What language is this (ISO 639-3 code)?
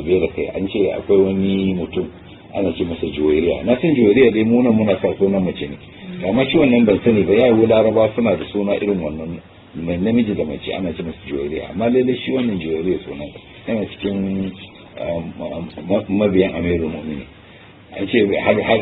hau